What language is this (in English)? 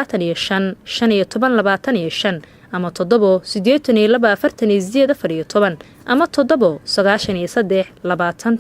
Somali